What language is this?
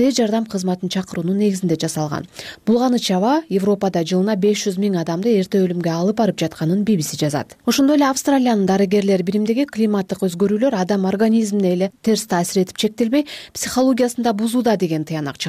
Kyrgyz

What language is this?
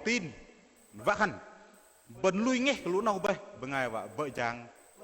Bahnar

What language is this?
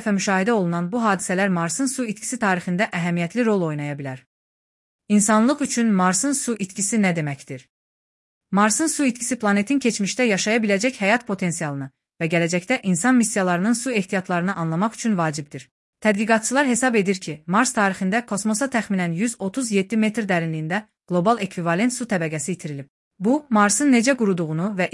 Azerbaijani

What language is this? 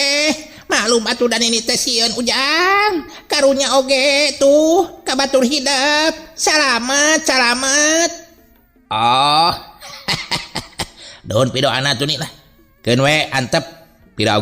Sundanese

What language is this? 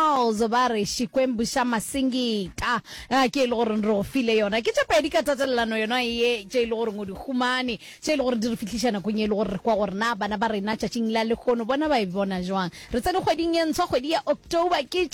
Northern Sotho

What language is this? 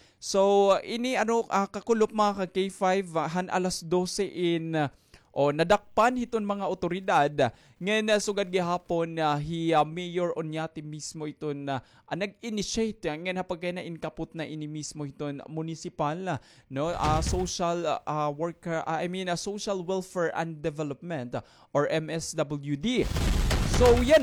Waray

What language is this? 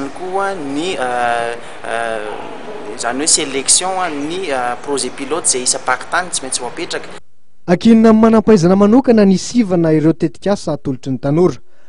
Malagasy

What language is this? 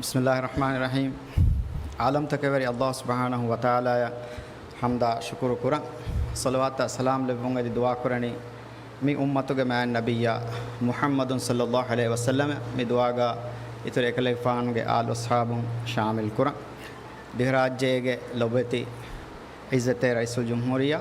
Divehi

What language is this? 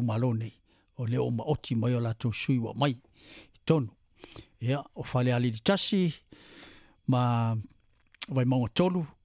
Samoan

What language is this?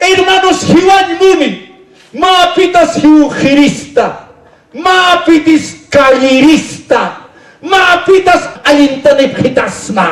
Aymara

